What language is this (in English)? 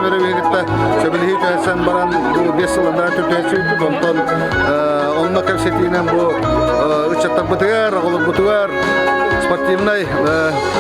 Yakut